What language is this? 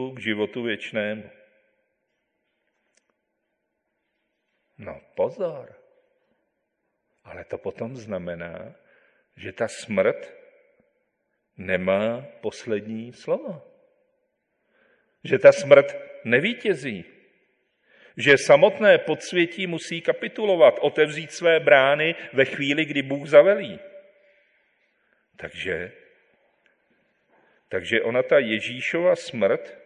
Czech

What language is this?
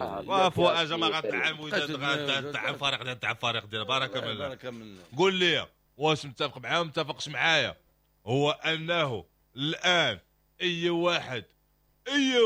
Moroccan Arabic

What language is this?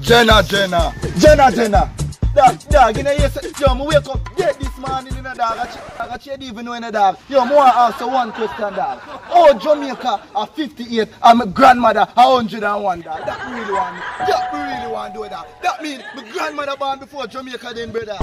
Jamaican Creole English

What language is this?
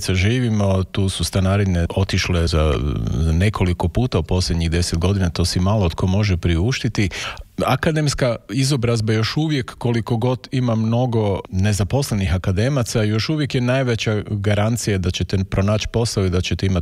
Croatian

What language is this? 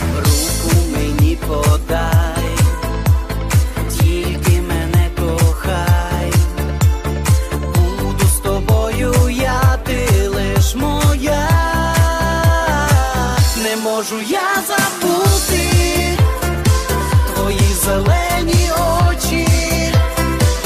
Ukrainian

